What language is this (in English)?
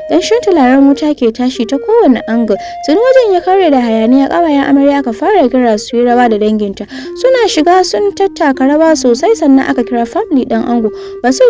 Hausa